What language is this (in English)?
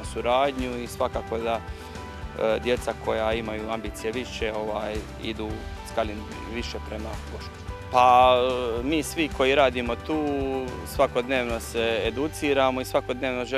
Croatian